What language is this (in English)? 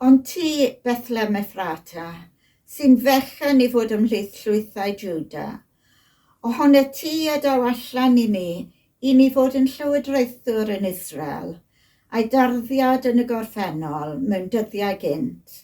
Welsh